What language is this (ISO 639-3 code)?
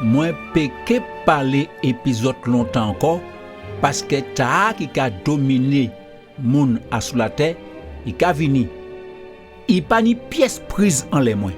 gcf